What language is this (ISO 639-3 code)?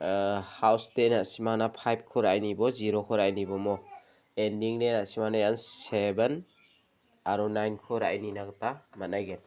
grt